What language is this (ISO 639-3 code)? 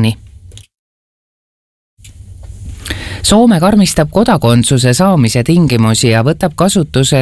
est